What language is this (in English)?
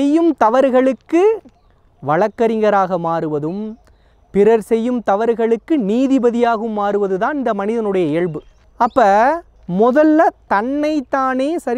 Tamil